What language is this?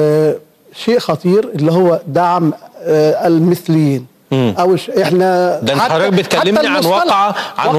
Egyptian Arabic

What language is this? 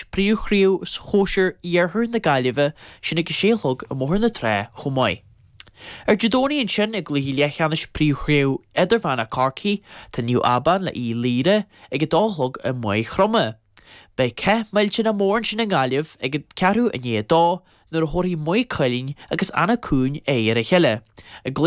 Irish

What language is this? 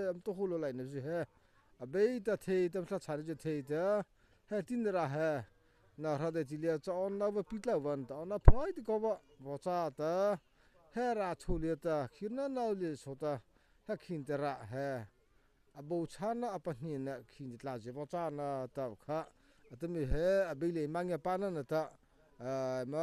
Mara Chin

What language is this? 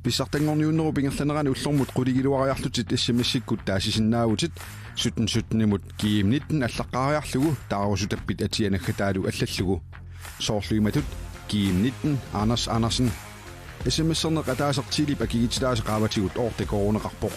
Kalaallisut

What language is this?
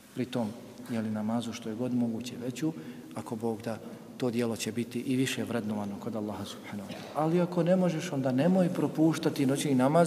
Bosnian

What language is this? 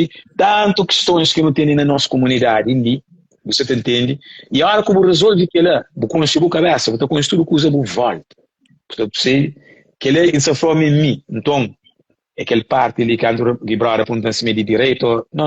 Kabuverdianu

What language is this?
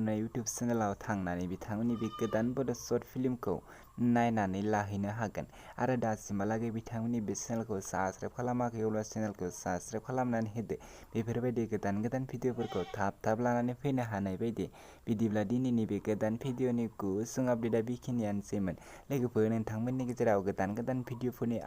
Bodo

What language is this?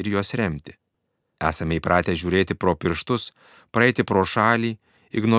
Lithuanian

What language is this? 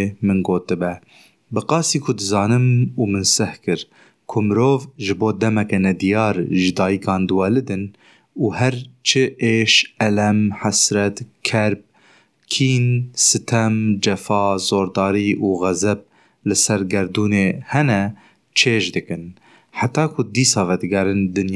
Kurdish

